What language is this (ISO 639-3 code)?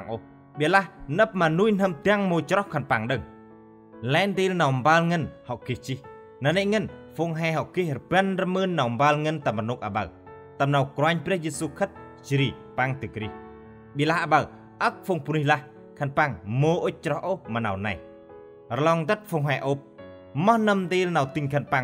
cmo